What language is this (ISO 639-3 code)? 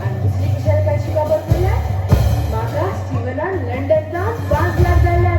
kok